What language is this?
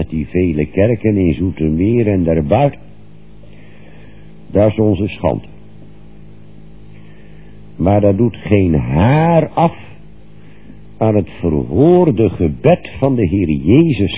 Dutch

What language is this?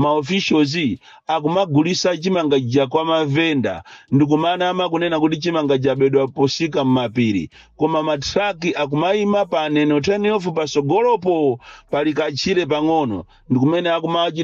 Nyanja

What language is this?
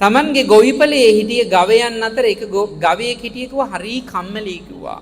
Sinhala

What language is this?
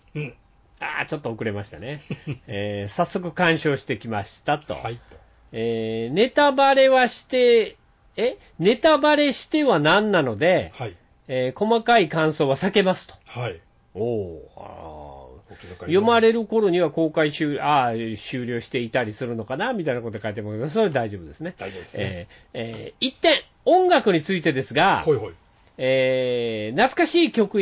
Japanese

